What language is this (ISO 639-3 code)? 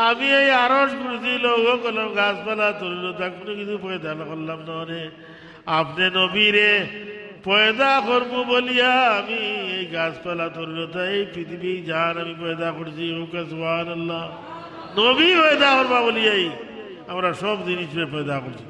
syl